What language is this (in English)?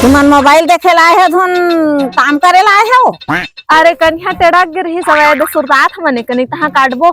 Chhattisgarhi